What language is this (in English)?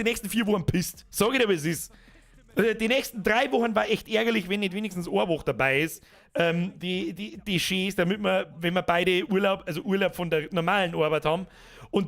Bavarian